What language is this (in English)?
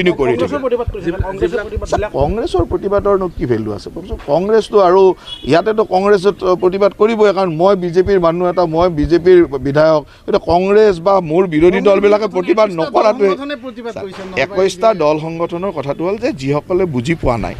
Assamese